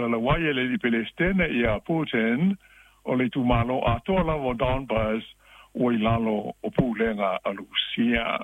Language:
Samoan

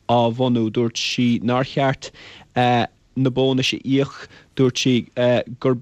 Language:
Irish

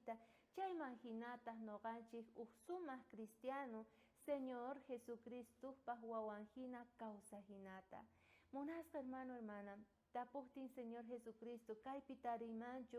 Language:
South Bolivian Quechua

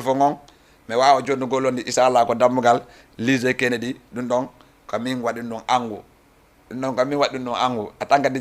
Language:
Fula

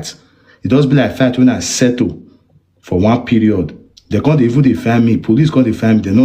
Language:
Nigerian Pidgin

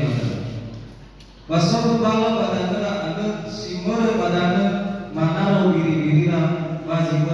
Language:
Nias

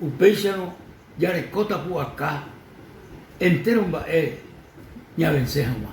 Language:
Guarani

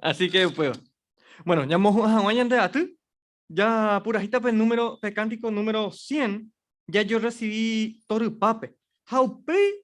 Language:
Guarani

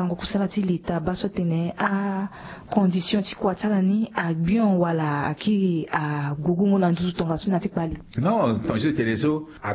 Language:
Sango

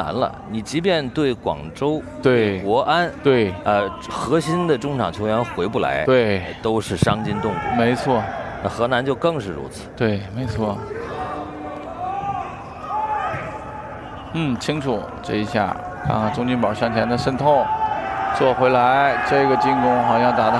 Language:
Chinese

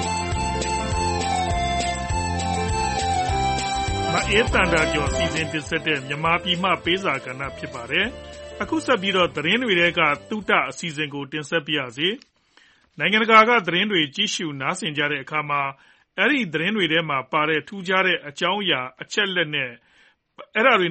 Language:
Burmese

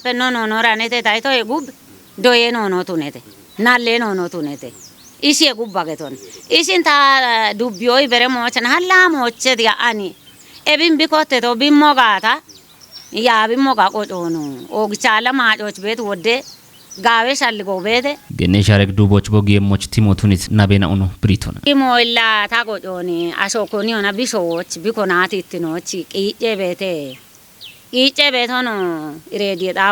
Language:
Kafa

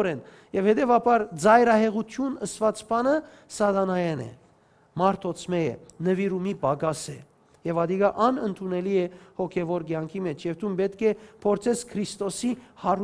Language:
Western Armenian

